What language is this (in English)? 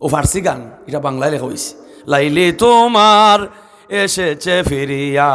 Sylheti